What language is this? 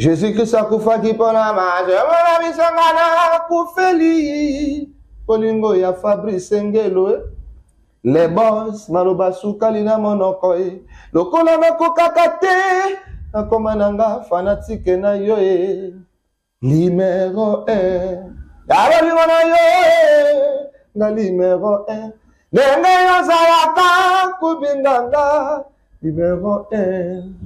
Lingala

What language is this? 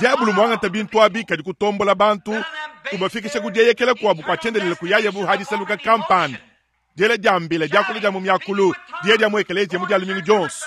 Luba-Lulua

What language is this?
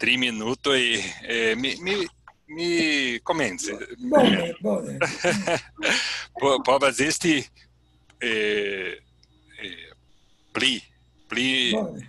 Esperanto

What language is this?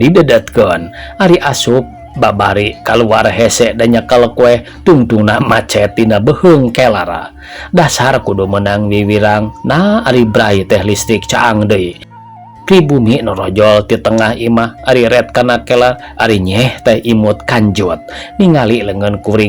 Sundanese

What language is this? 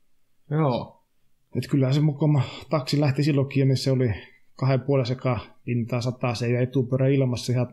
Finnish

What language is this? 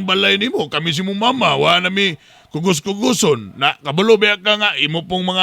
Cebuano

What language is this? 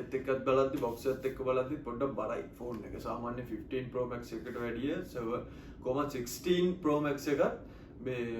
Sinhala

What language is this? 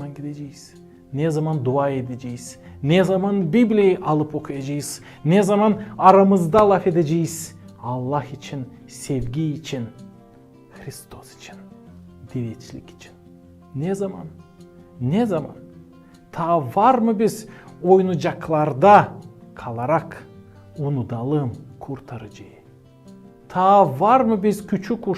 Gagauz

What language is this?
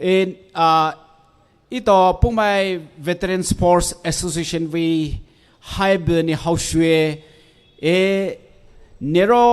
Poumei Naga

